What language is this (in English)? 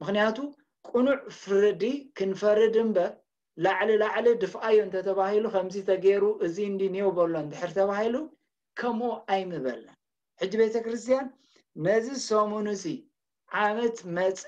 Tigrinya